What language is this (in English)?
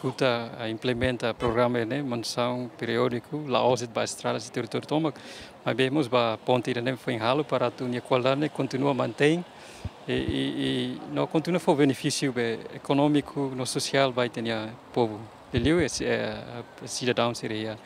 Tetum